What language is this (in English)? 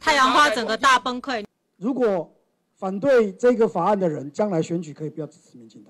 Chinese